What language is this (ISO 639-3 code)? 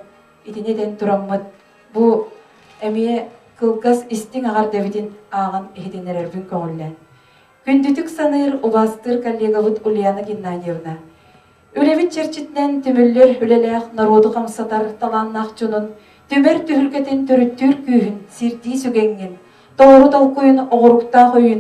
sah